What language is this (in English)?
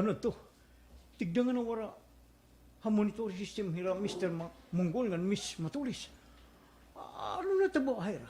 Waray